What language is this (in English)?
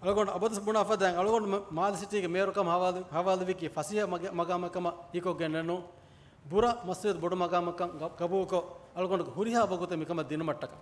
Divehi